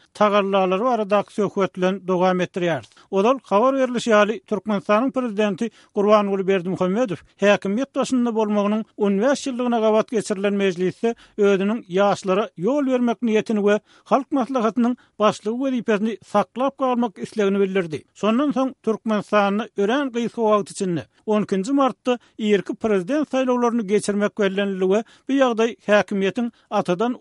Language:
Turkmen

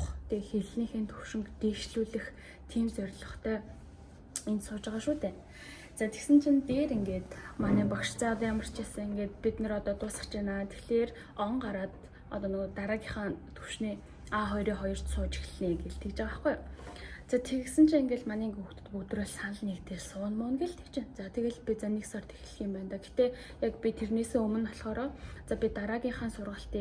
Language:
Mongolian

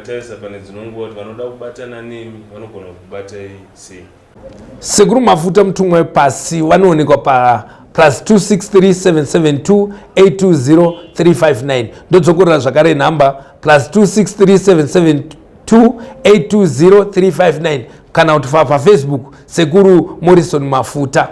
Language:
Shona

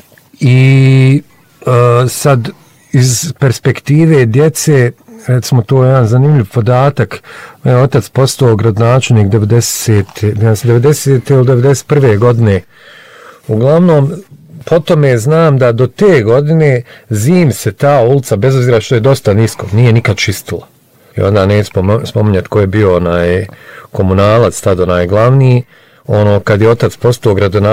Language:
Bosnian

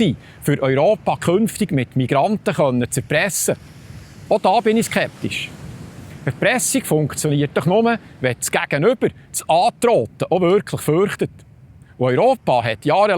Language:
Swiss German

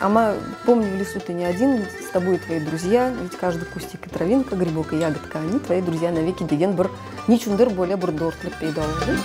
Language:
Crimean Tatar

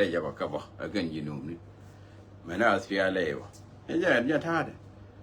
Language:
Nuer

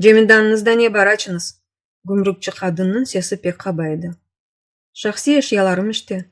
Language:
Crimean Tatar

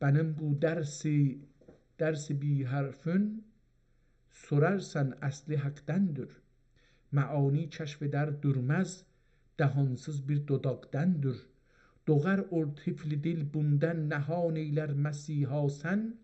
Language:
South Azerbaijani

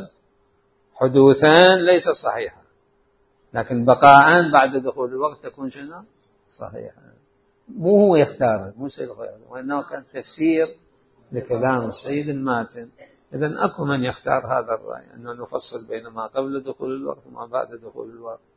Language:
Mesopotamian Arabic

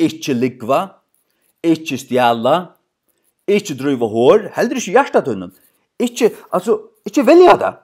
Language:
Faroese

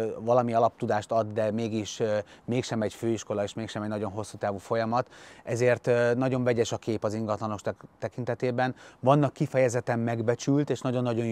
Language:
Hungarian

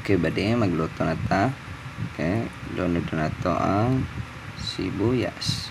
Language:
Cebuano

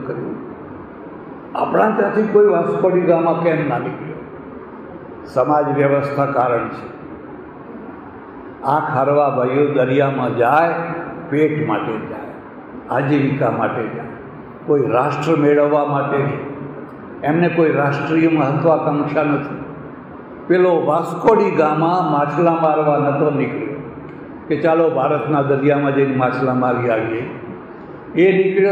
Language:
Gujarati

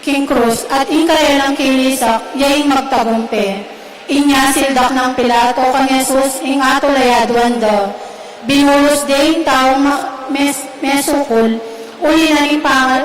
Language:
Pampanga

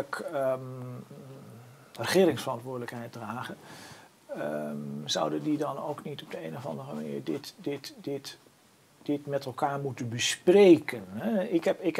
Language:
Dutch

